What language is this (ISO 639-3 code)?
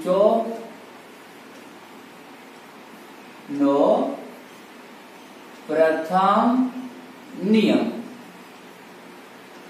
guj